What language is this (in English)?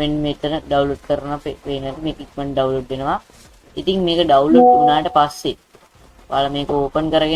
Sinhala